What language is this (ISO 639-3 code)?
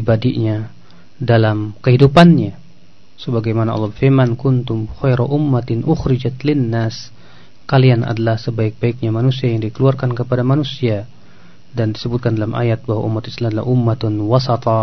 ind